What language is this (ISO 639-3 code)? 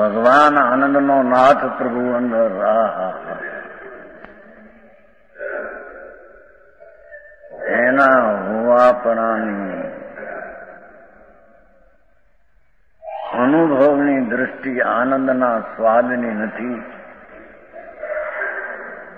guj